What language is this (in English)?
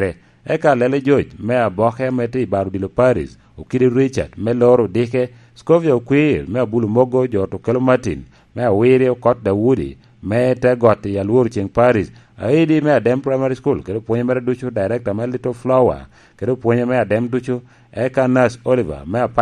Lango (Uganda)